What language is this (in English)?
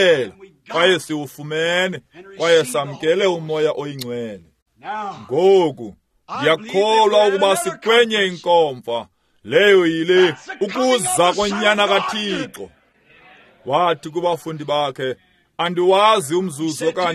Xhosa